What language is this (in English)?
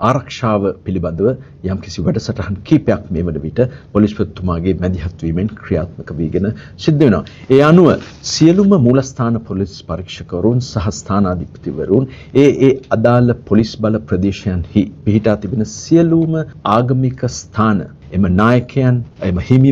Sinhala